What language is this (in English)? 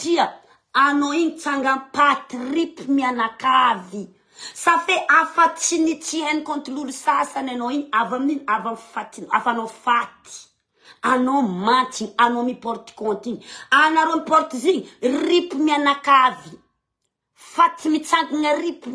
Malagasy